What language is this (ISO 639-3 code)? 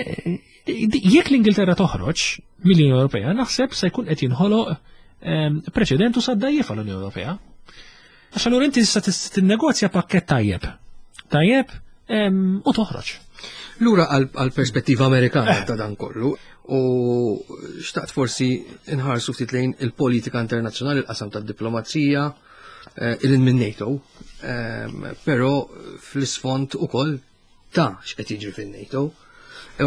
mlt